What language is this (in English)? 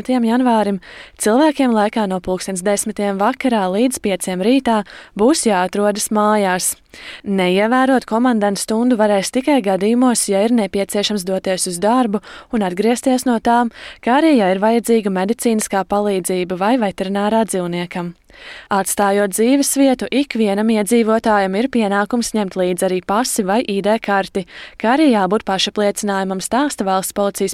Latvian